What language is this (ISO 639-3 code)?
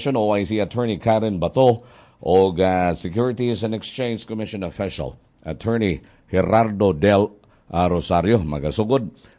ceb